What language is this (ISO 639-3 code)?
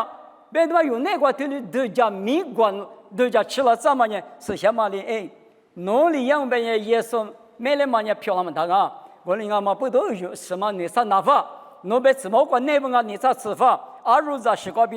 lis